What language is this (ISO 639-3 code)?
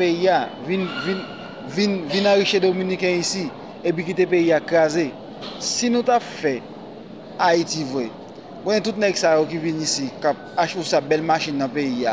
hat